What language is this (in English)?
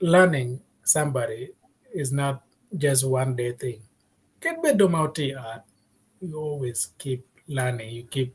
Acoli